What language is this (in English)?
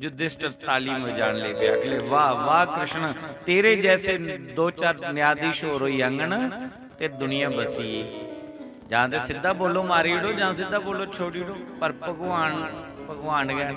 Dogri